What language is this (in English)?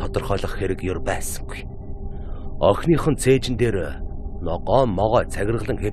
Mongolian